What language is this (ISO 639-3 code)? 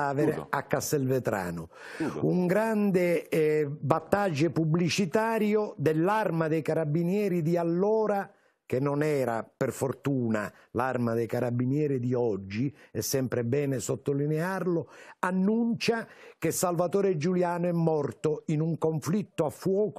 ita